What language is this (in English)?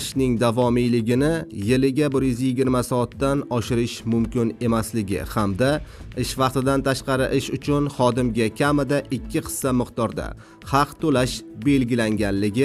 Uzbek